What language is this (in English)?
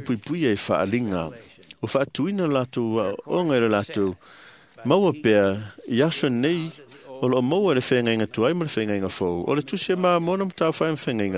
Samoan